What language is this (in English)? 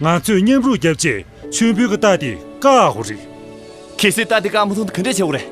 Tibetan